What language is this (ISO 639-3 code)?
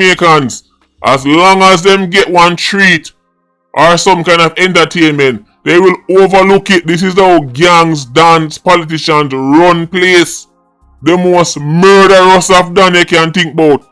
jam